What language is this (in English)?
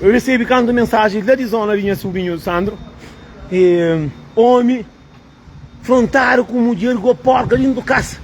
Kabuverdianu